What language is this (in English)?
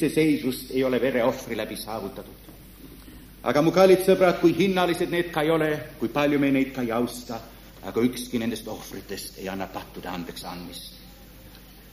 Estonian